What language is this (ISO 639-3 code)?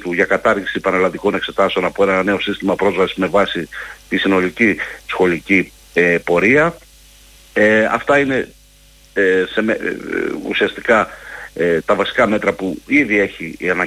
ell